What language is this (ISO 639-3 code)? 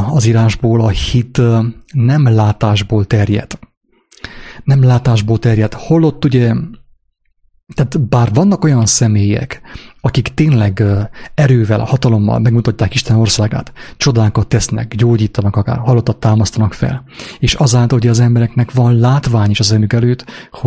hun